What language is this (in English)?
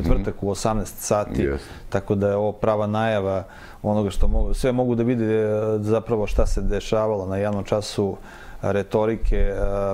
Serbian